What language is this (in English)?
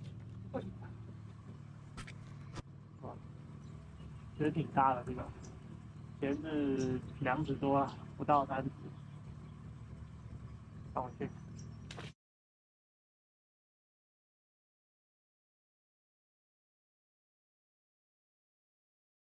Chinese